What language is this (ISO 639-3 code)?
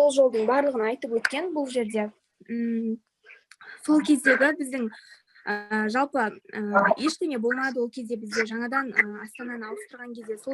kaz